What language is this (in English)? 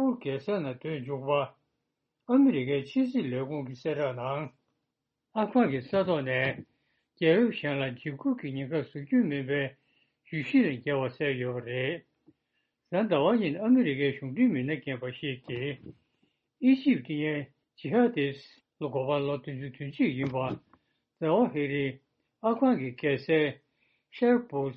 Tibetan